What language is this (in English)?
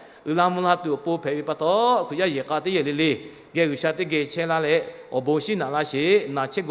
Lahu